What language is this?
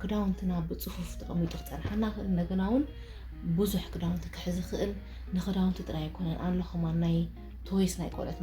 Tigrinya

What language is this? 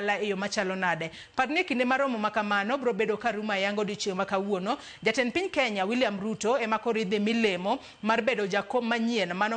Luo (Kenya and Tanzania)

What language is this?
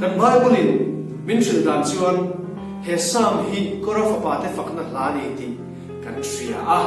Hmar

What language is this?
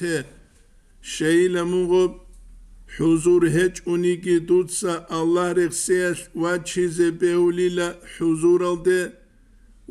Avaric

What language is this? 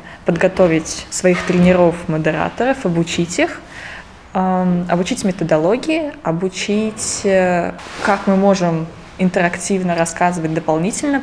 Russian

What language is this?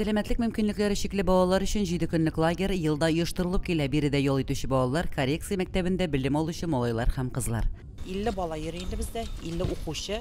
Tatar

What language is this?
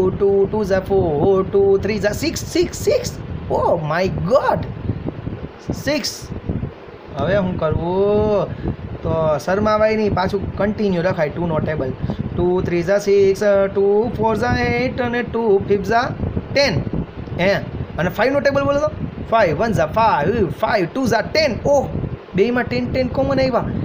Gujarati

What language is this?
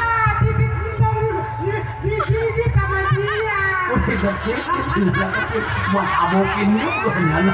Betawi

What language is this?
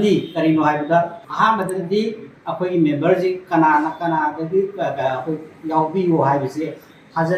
Manipuri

